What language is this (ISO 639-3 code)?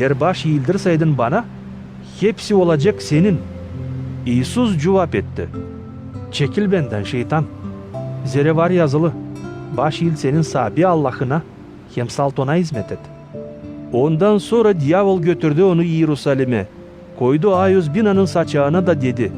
gag